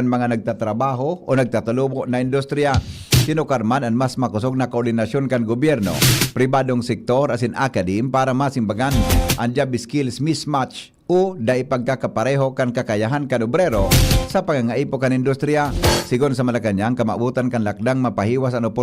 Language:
Bikol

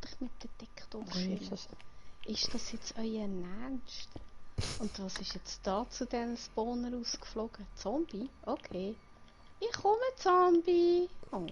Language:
Swiss German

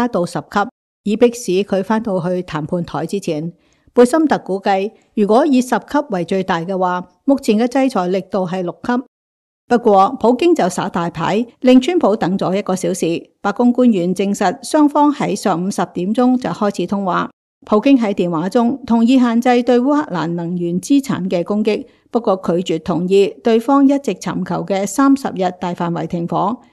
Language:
Cantonese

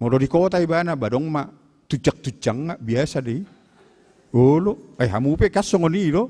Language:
Batak Toba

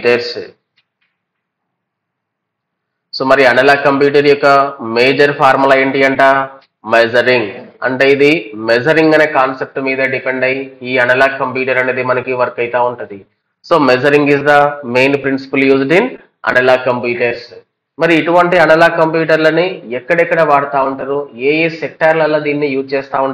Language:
Telugu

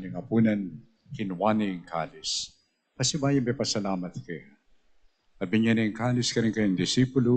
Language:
Pampanga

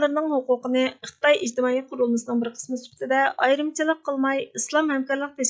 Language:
Uyghur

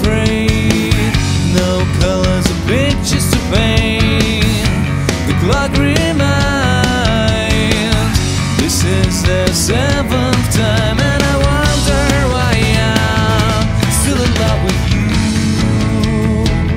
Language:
English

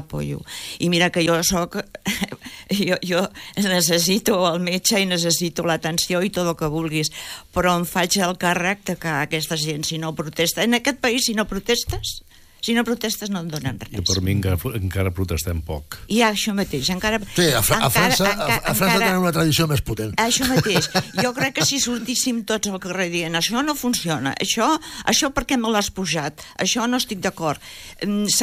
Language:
Catalan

